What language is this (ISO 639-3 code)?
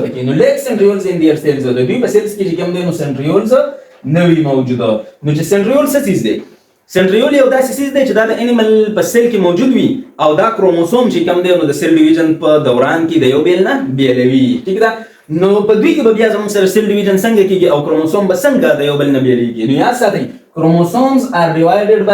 pus